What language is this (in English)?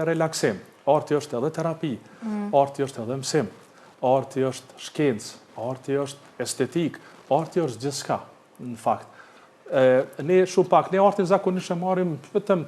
Albanian